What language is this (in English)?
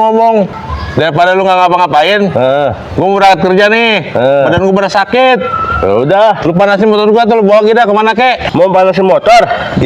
Betawi